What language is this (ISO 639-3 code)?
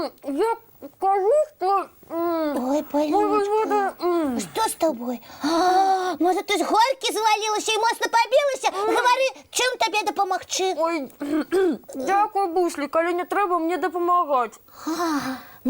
bel